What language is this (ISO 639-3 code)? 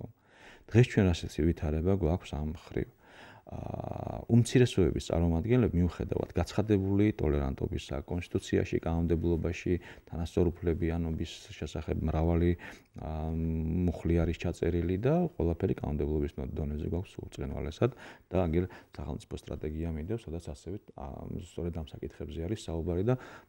kat